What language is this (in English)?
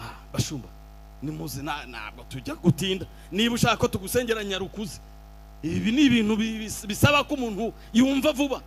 Kinyarwanda